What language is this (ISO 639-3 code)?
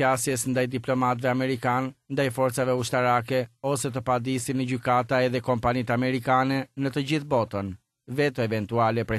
sqi